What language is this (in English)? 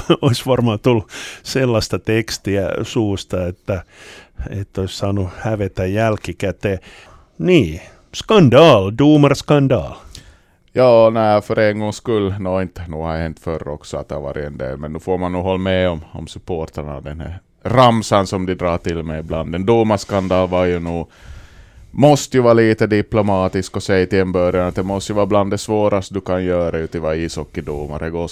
Swedish